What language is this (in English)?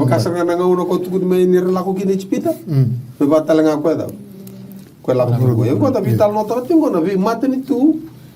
Fijian